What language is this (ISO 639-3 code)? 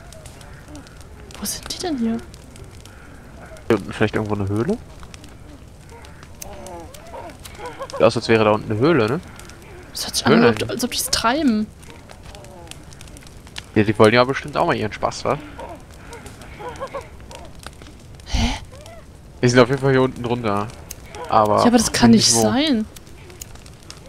deu